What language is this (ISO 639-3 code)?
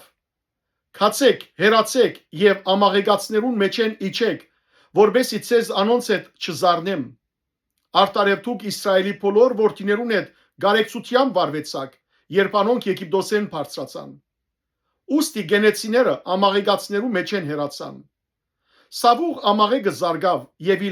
hyw